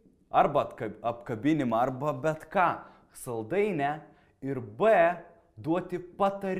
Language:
Lithuanian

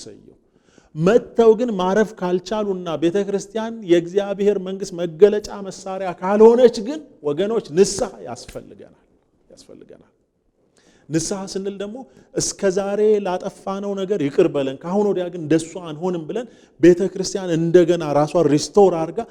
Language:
Amharic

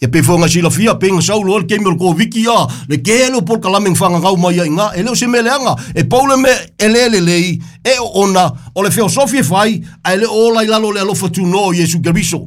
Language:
Samoan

